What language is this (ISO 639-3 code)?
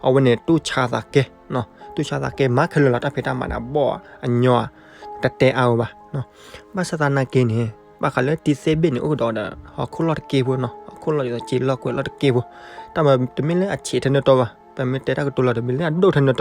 ksw